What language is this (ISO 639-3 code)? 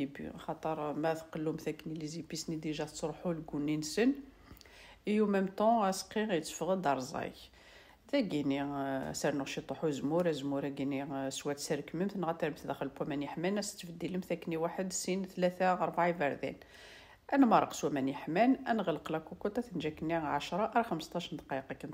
kab